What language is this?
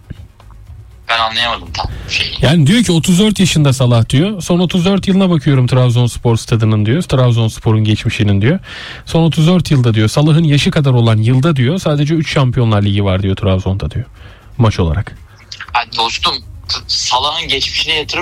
Turkish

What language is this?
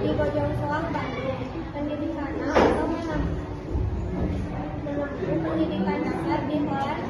Sundanese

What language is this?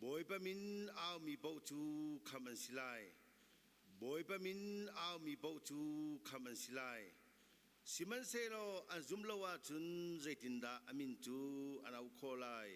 Hakha Chin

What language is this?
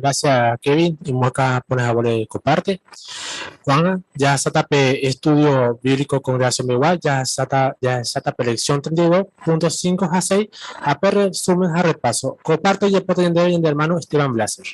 Guarani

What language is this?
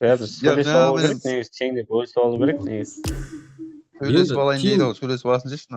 Kara-Kalpak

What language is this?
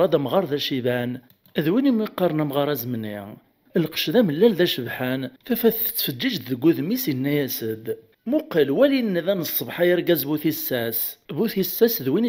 Kabyle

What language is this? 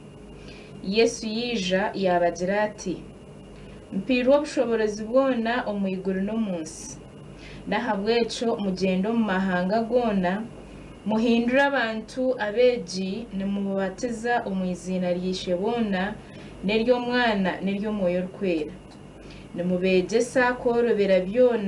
Nyankole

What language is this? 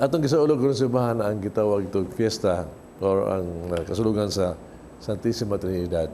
Cebuano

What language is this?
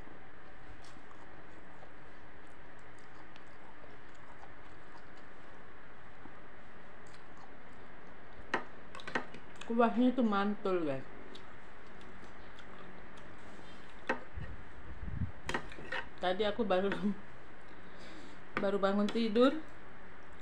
Indonesian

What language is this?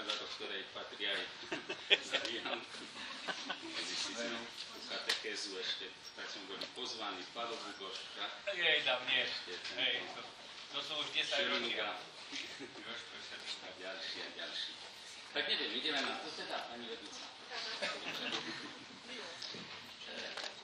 Slovak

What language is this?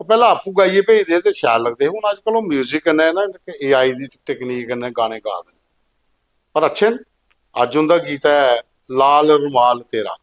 Dogri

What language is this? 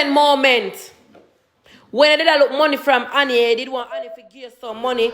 Jamaican Creole English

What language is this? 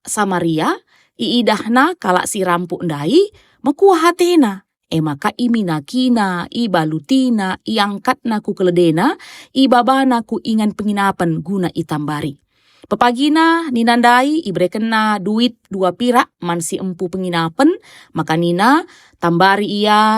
Batak Karo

